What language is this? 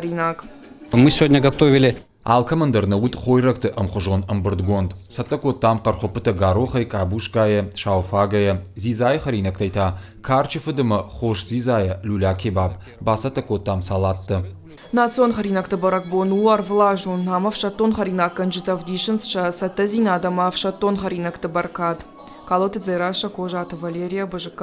Ossetic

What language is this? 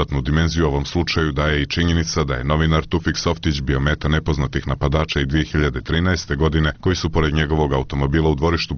Serbian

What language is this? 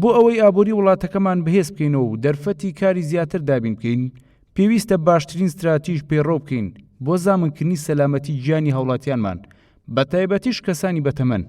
Central Kurdish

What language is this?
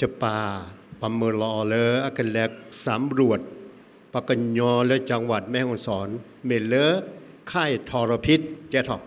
S'gaw Karen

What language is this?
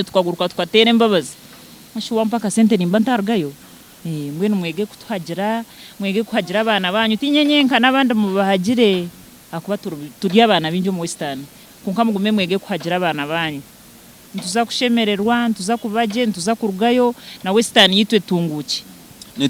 Nyankole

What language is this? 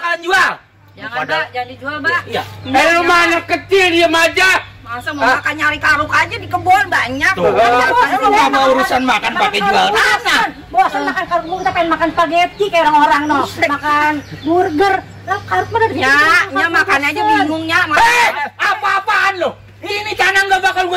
Betawi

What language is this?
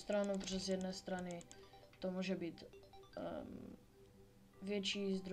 Czech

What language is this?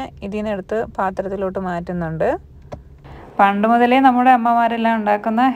Malayalam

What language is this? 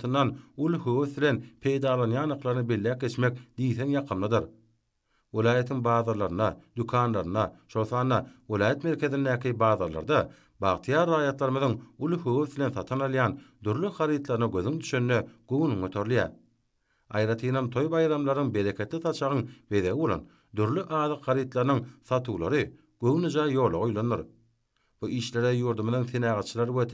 Turkmen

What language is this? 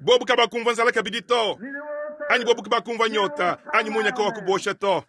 Luba-Lulua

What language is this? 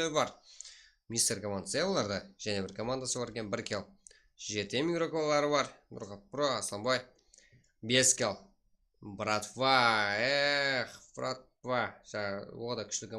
Kara-Kalpak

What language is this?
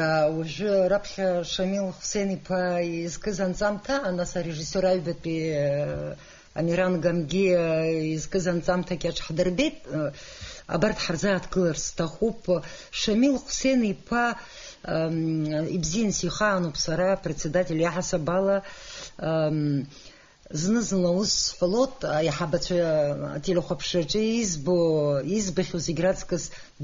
Abkhazian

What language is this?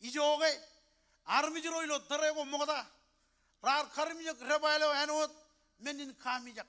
Marshallese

